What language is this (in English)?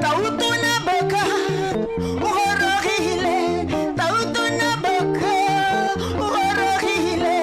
Tswana